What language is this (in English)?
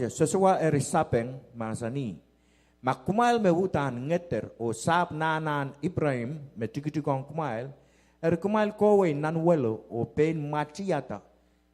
Pohnpeian